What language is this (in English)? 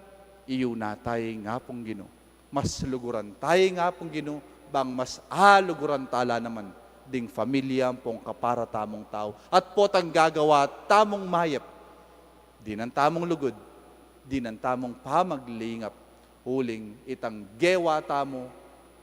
Pampanga